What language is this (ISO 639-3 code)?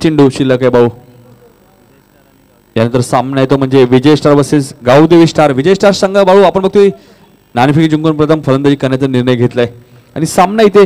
mar